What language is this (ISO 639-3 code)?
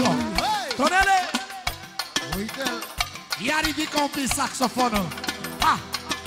ron